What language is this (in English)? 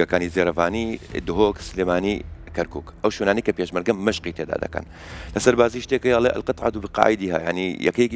Central Kurdish